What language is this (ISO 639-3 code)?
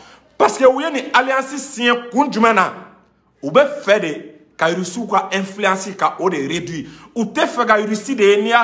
bam